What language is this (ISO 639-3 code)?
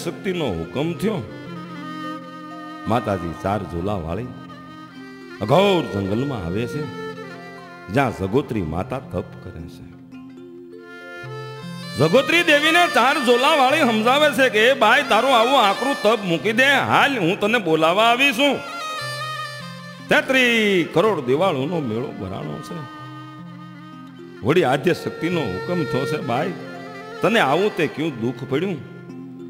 guj